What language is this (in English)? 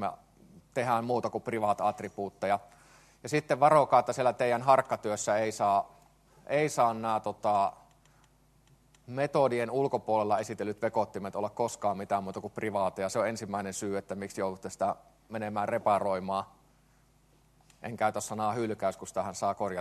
Finnish